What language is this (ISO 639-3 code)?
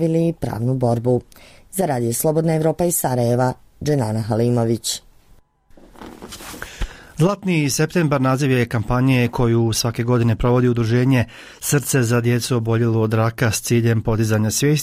bos